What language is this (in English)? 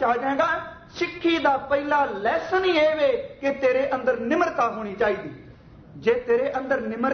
Punjabi